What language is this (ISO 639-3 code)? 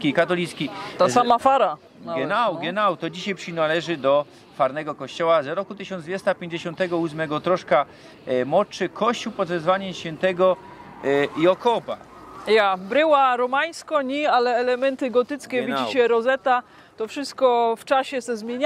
szl